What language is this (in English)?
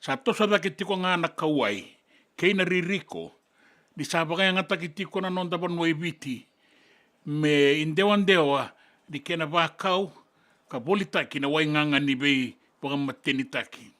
Fijian